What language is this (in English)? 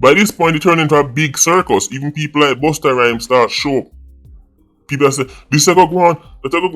Jamaican Creole English